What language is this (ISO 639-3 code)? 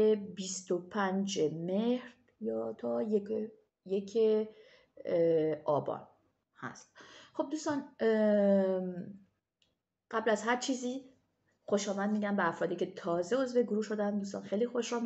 fas